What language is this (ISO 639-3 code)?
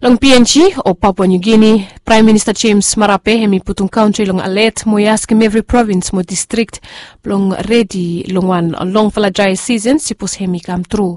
bis